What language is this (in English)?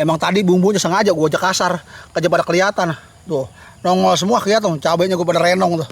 Betawi